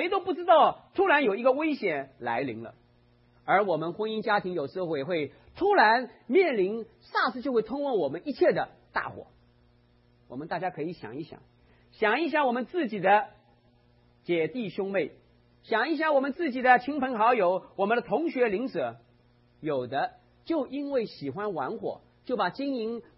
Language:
Chinese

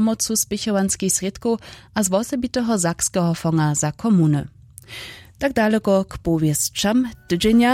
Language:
Upper Sorbian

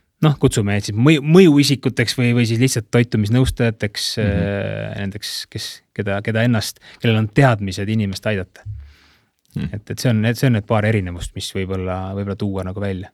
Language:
Estonian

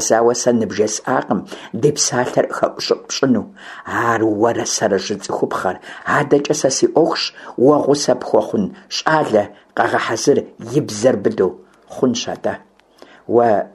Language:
Kabardian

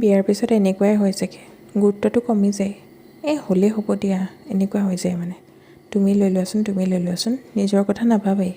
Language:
Assamese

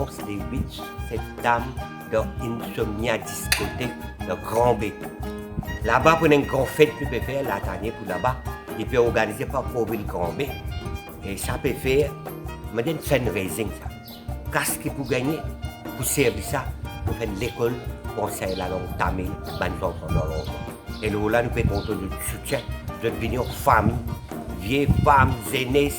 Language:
Morisyen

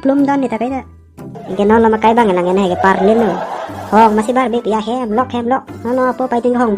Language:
Karbi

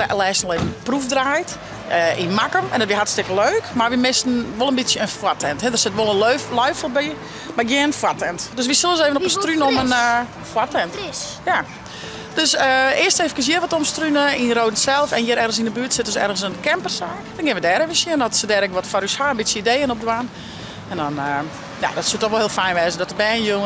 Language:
Western Frisian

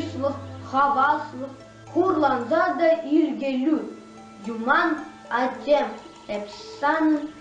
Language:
Chuvash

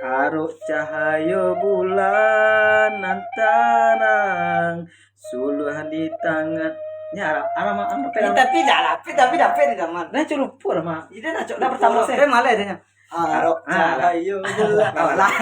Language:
Minangkabau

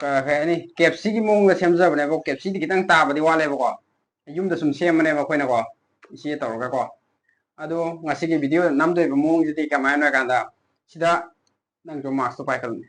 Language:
Manipuri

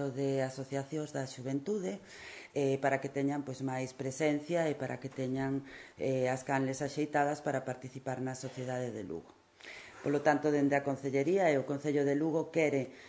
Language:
Galician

